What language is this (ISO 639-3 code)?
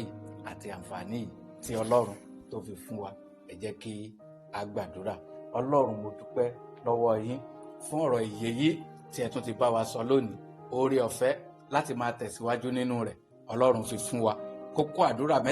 yor